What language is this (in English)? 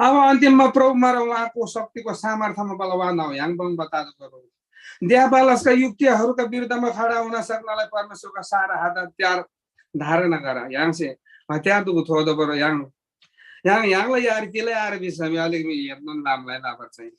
Eastern Tamang